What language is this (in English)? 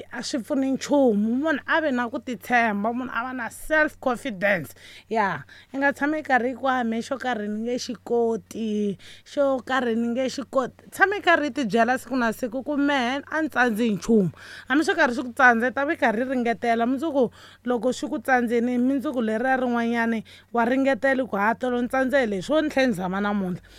Tsonga